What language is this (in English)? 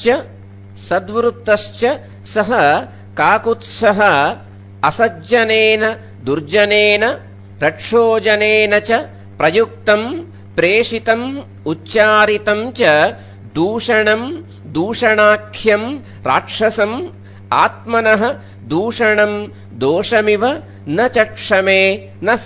Sanskrit